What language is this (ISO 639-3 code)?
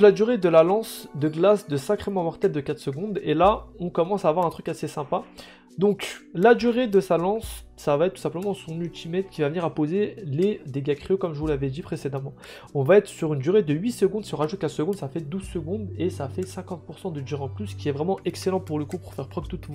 fra